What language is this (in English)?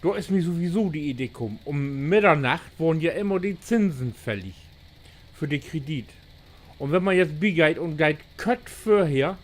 Low German